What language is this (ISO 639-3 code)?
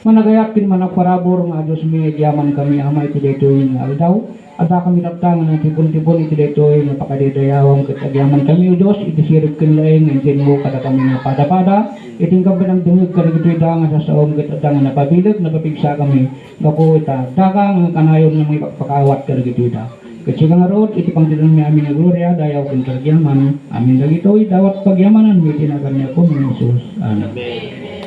ilo